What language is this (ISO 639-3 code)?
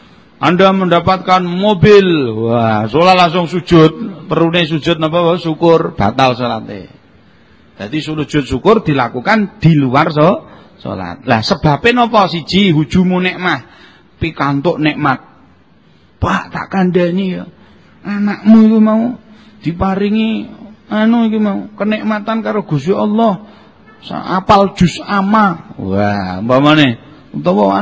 jav